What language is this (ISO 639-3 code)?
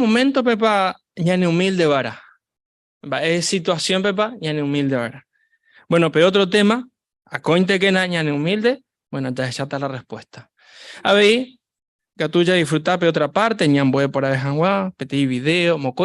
grn